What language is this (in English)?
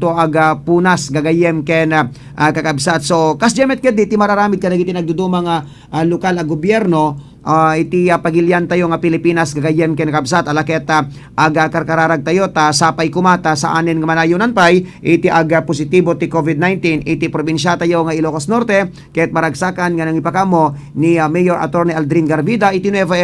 Iloko